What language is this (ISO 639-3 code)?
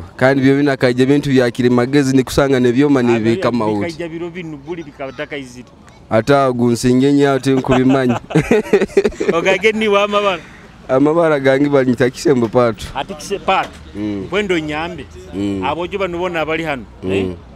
ttj